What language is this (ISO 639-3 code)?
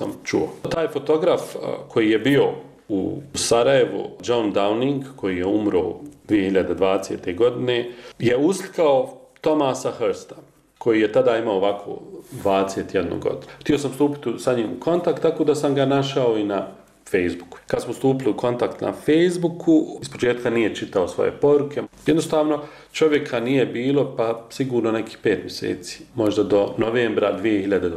bos